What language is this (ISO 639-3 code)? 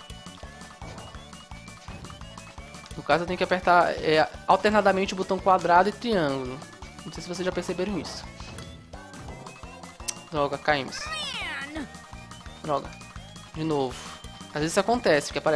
por